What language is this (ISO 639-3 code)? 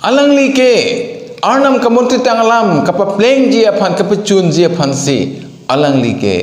mjw